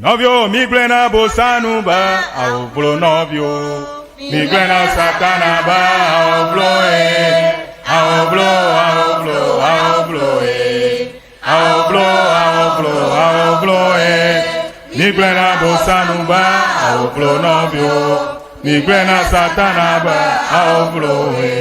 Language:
Ewe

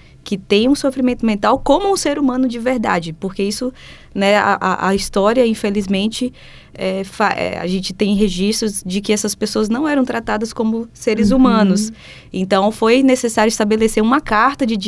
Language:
Portuguese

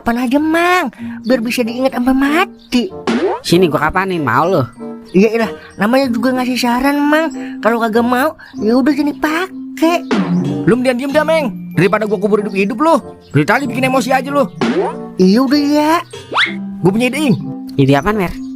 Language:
Betawi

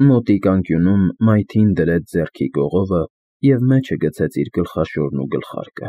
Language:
Armenian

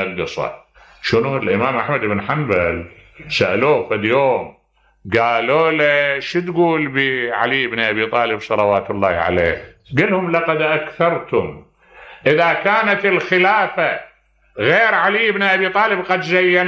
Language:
Mesopotamian Arabic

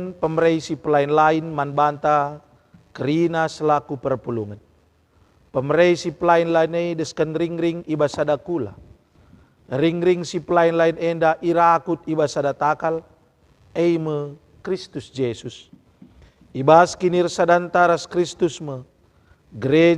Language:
Batak Karo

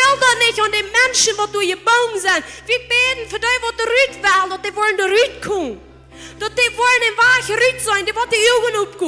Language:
Plautdietsch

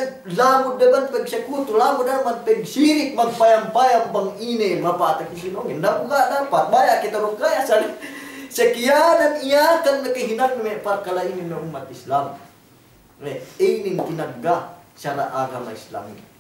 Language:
Yakan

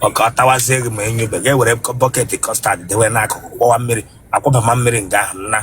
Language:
Igbo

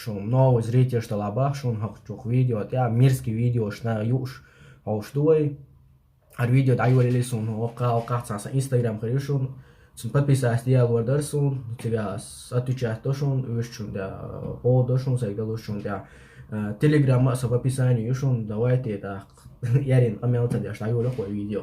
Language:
Chechen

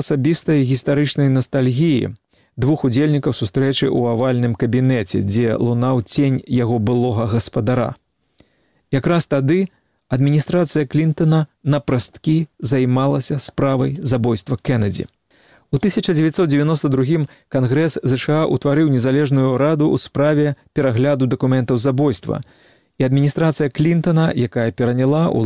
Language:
Belarusian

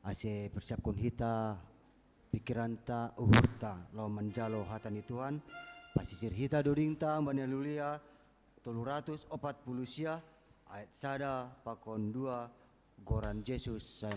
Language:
Batak Simalungun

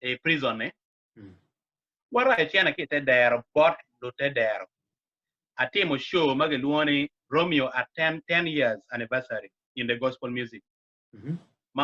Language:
Acoli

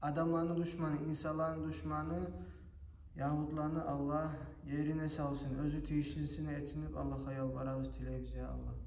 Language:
Kumyk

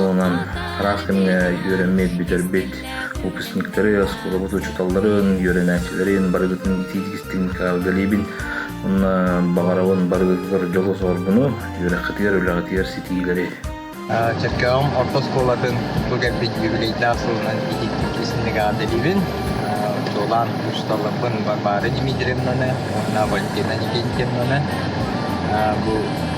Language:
Yakut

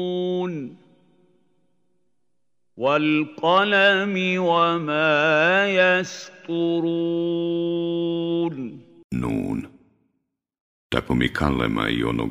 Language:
Bosnian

